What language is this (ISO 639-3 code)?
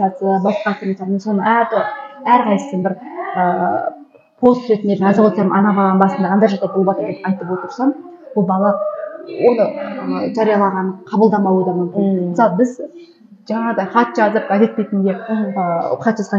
kaz